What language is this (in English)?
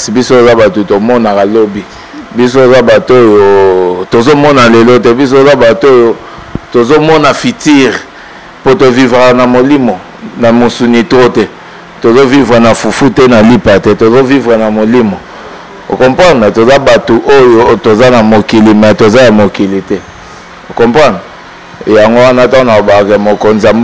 Lingala